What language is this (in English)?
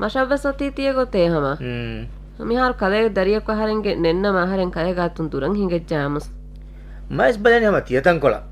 Divehi